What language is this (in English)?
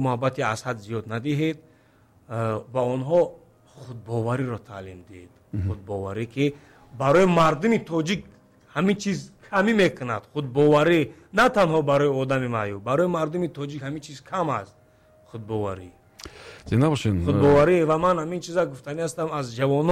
Tajik